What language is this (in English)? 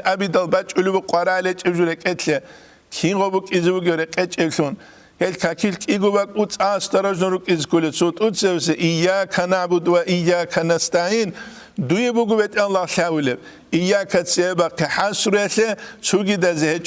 Avaric